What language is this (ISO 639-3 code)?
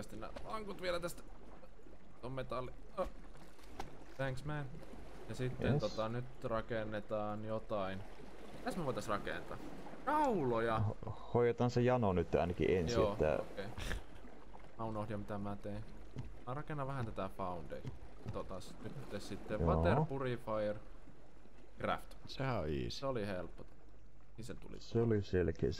fin